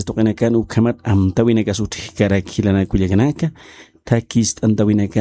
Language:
Aymara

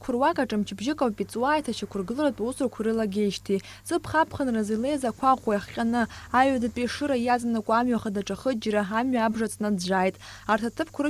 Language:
Abkhazian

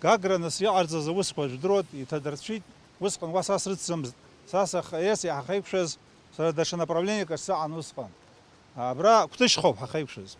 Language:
Abkhazian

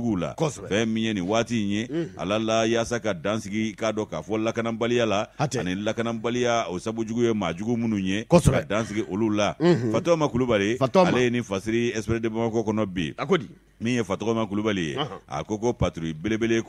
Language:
Bambara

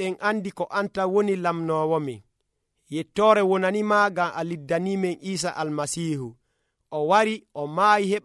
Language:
Nigerian Fulfulde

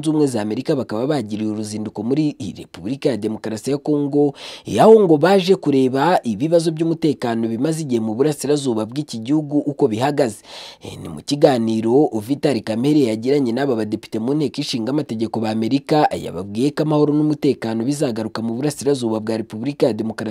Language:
Kinyarwanda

